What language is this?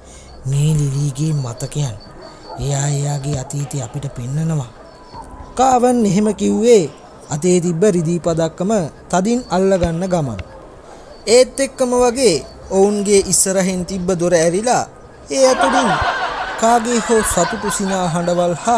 Sinhala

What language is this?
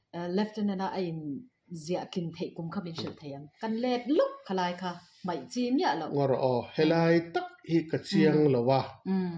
Mizo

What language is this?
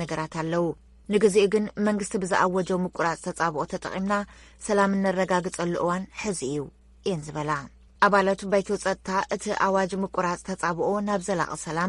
Tigrinya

